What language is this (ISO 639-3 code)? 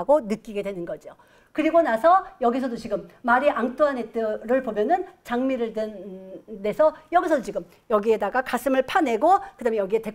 kor